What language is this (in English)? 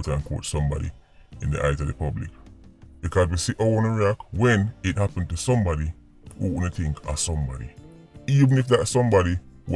Jamaican Creole English